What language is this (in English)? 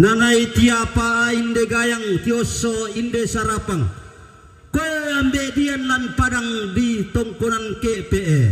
Toraja-Sa'dan